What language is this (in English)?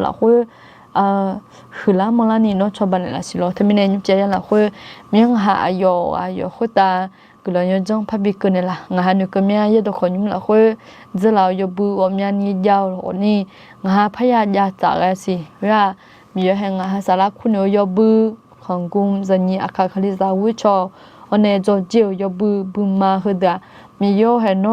Akha